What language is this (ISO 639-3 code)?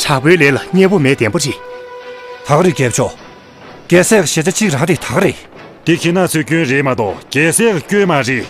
bod